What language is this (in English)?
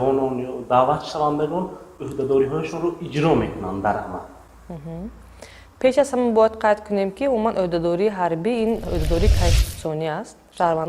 Tajik